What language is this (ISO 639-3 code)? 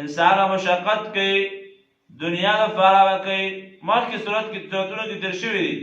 pus